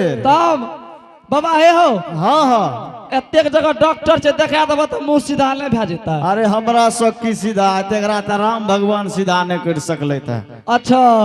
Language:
Angika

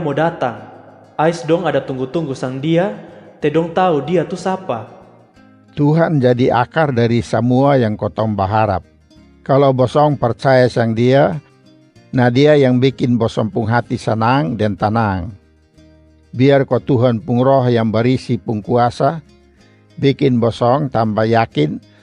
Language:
Kupang Malay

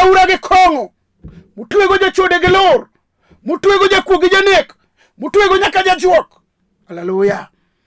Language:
Luo (Kenya and Tanzania)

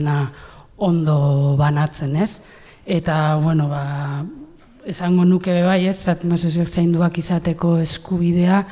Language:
Basque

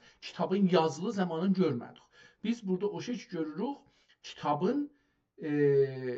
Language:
South Azerbaijani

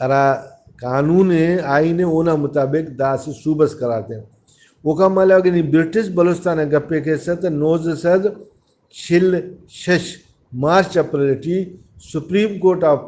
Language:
Brahui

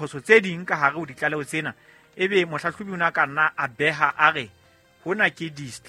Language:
Southern Sotho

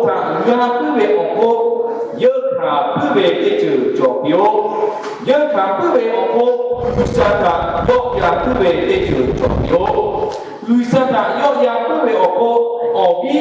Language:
Lahu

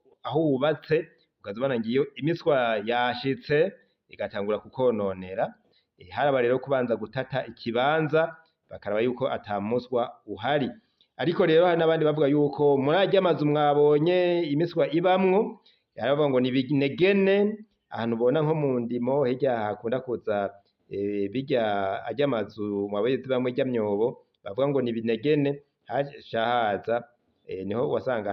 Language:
Rundi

